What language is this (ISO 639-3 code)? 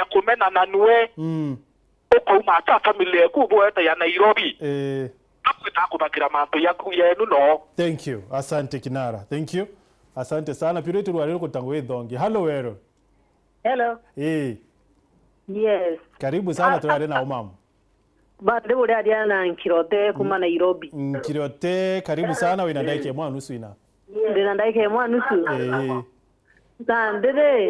mer